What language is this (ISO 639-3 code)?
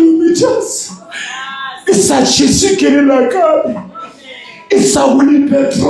sot